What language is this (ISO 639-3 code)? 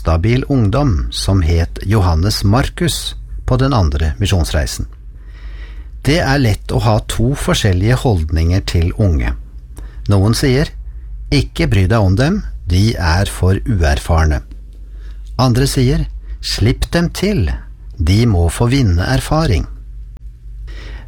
nor